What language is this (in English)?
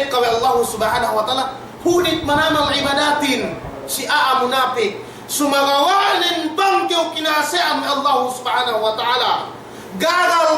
Yakan